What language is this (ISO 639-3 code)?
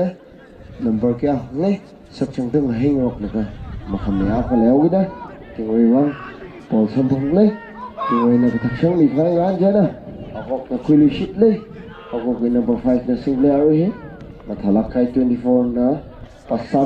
nmf